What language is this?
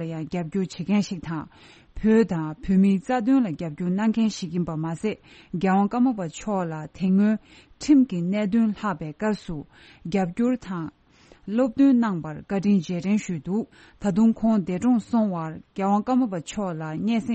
Tibetan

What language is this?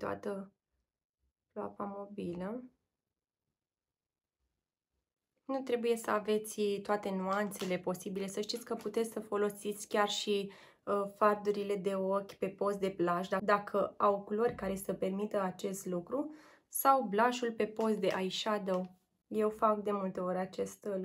Romanian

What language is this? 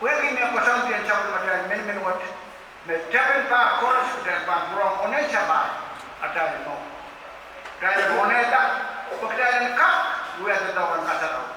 Pohnpeian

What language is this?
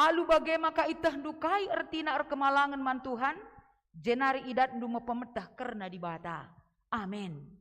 Batak Karo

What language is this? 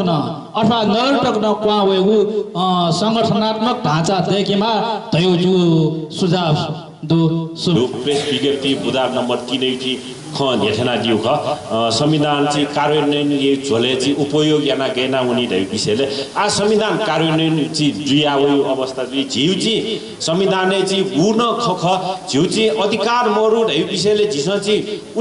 Newari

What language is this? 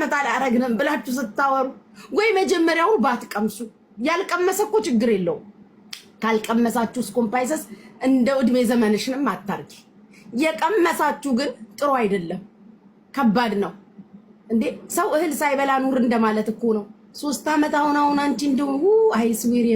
Amharic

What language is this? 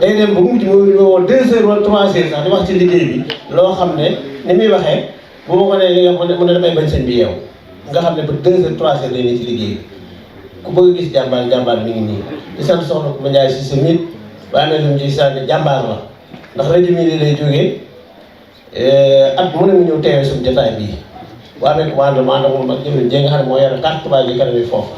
Wolof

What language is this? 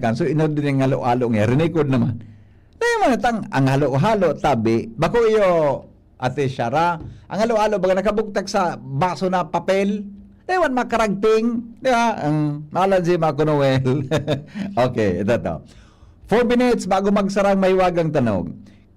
Bikol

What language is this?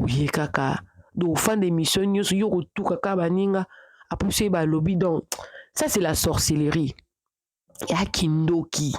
Lingala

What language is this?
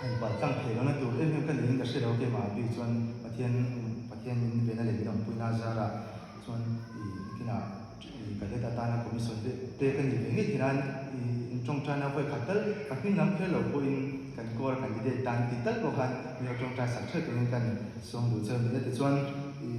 Mizo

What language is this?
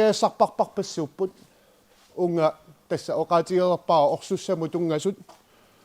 Kalaallisut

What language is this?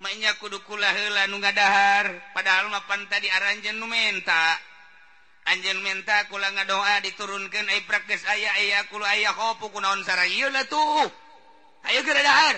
Sundanese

